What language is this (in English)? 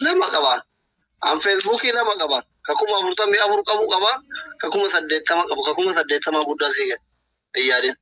Oromo